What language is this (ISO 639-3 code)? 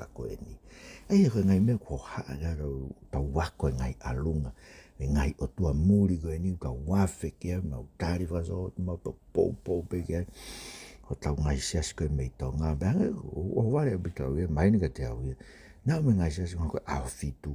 ton